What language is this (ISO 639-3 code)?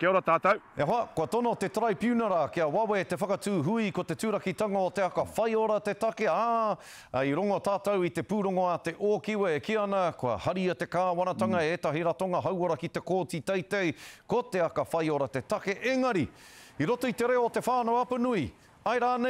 mri